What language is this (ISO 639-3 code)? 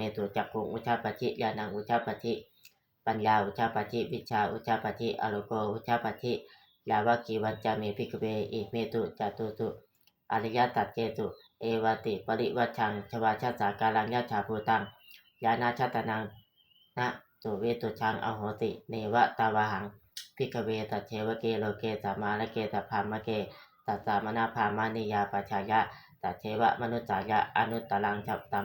pli